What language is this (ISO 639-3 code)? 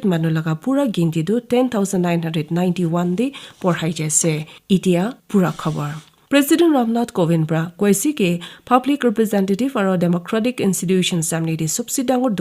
nag